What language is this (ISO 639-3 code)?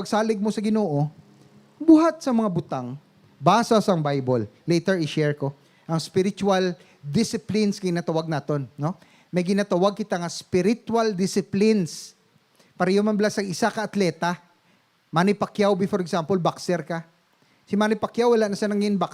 hil